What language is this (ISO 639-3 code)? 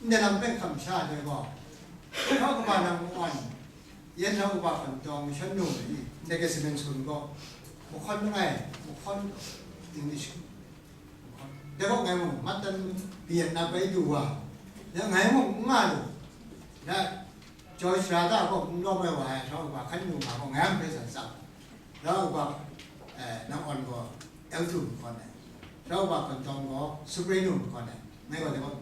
kac